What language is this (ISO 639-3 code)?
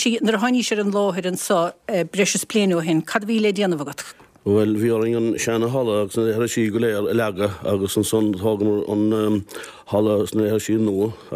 gle